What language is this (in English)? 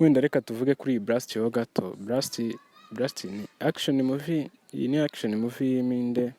Kinyarwanda